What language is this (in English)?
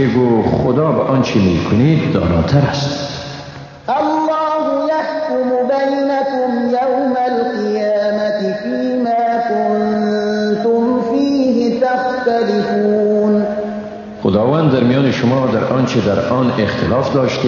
Persian